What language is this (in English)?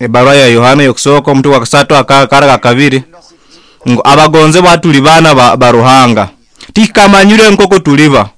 Nyoro